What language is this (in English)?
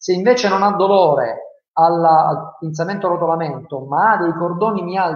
Italian